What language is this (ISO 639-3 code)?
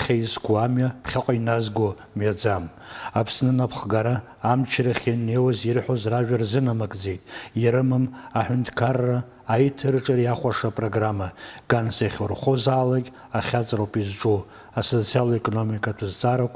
abk